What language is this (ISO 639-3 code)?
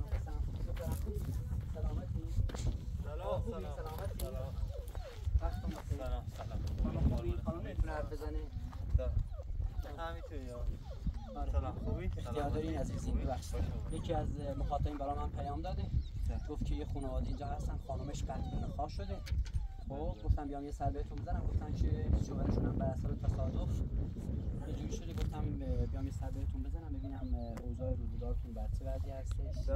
fas